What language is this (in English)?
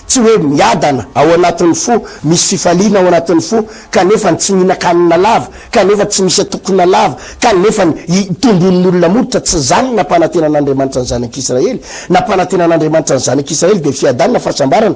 Malagasy